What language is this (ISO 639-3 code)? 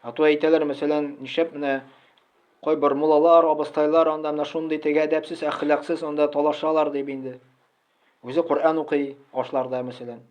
tat